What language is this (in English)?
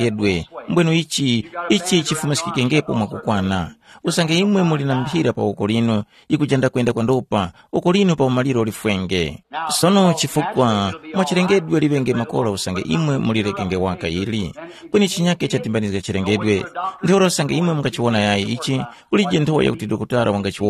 Tumbuka